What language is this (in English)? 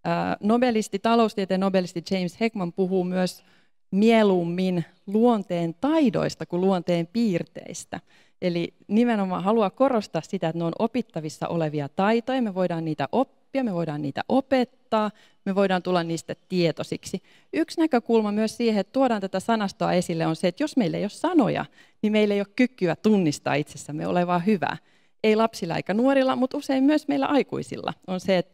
Finnish